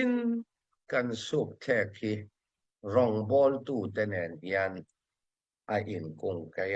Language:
Hakha Chin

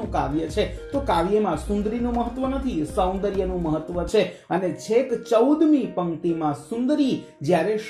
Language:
Gujarati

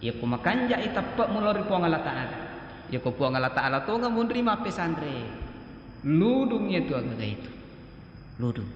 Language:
Buginese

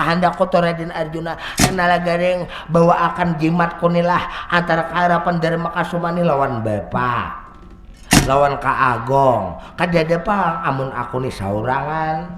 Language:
Banjar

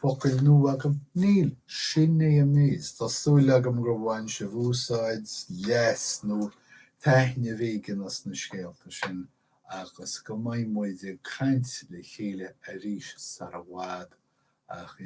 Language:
Irish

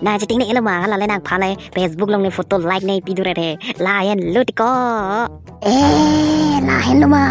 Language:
Karbi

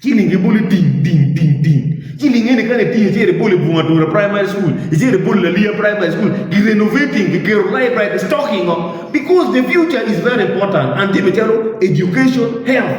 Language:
Acoli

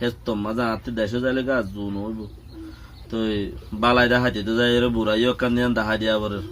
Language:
Rohingya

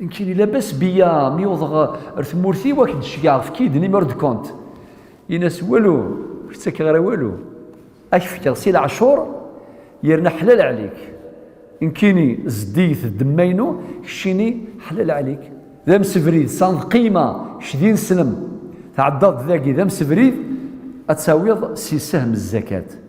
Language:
Kabyle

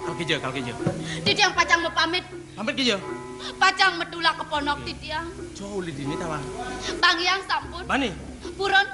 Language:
Balinese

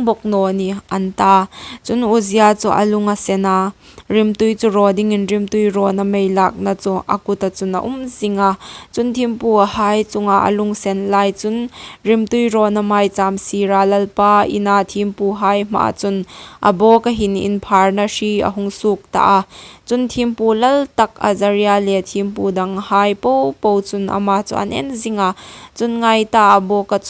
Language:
Hmar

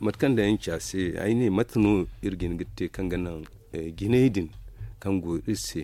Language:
Zarma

